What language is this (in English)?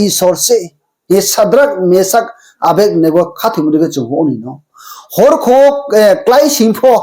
Riang (India)